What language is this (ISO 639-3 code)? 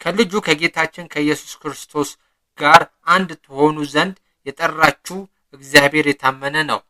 amh